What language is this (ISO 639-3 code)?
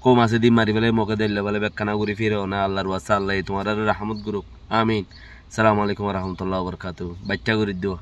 rhg